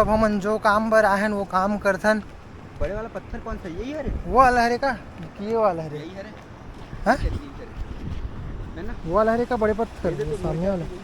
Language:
Chhattisgarhi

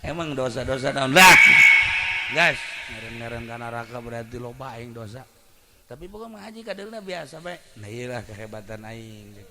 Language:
Sundanese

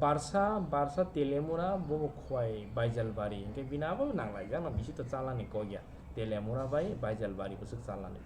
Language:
Kok Borok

